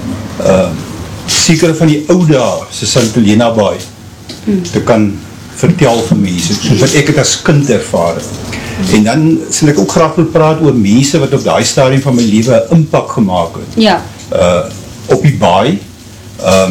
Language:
Afrikaans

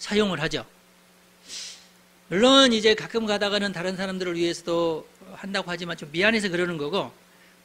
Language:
Korean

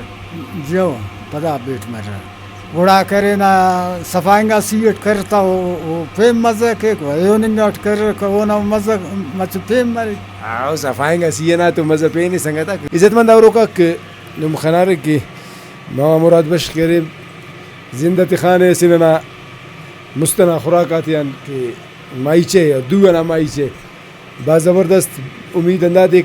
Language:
Brahui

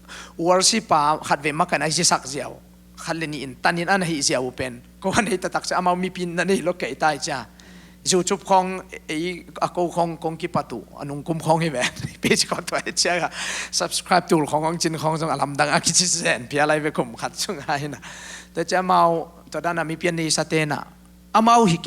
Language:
Tedim Chin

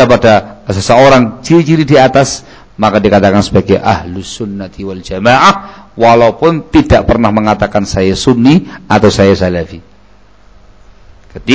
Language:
Indonesian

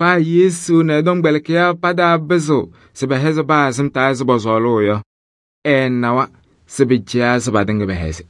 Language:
Kabiyè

